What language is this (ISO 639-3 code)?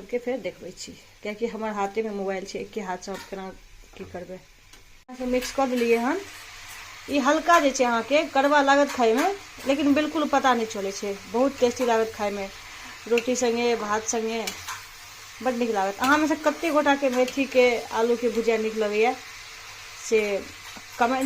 mai